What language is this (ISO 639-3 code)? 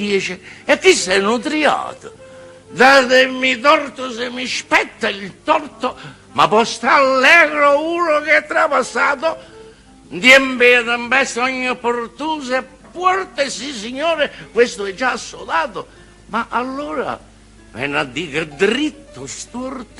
nap